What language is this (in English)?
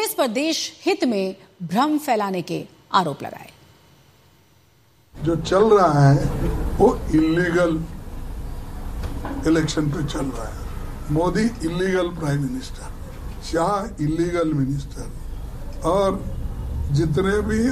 Hindi